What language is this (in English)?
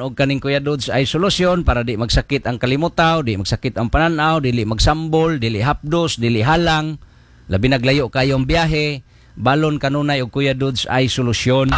Cebuano